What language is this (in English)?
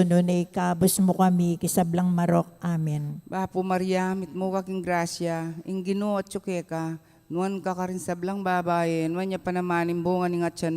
Pampanga